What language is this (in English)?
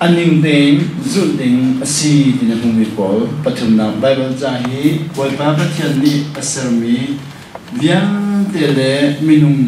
Hakha Chin